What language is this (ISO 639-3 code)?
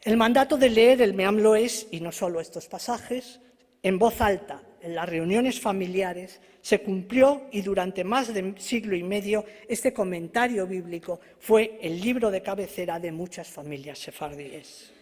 lad